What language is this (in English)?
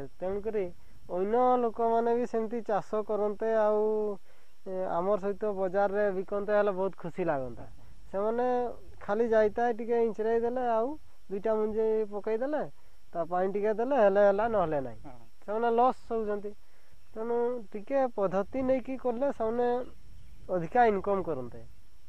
Odia